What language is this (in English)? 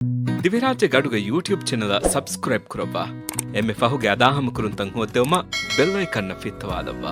Divehi